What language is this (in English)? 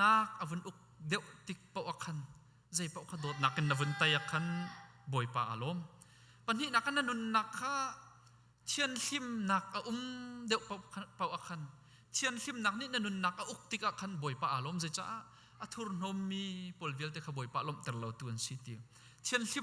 Hakha Chin